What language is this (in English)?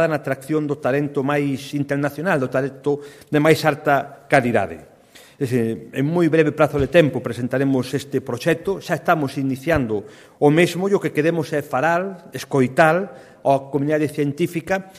Galician